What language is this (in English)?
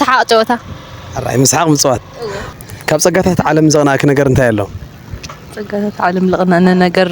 Tigrinya